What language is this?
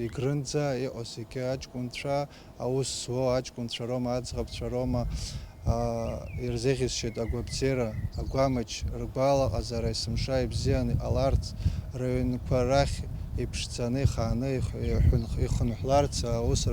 Abkhazian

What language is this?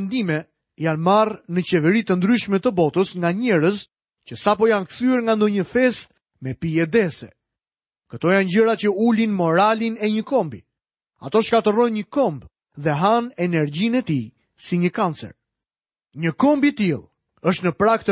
Albanian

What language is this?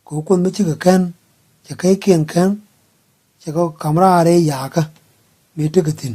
Nuer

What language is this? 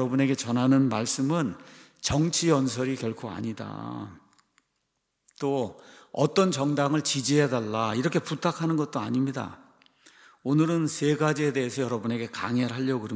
Korean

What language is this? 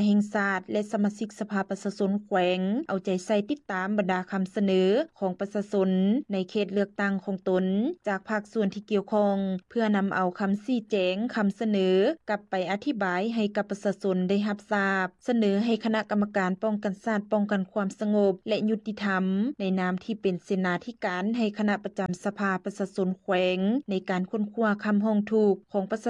Lao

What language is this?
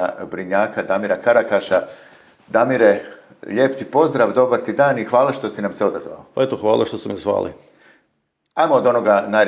Croatian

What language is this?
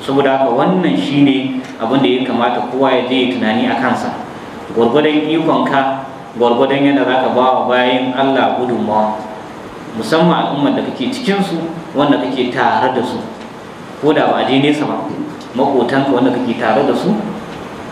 Hausa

